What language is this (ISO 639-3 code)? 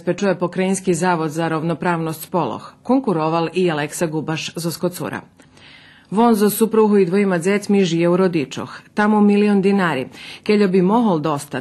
rue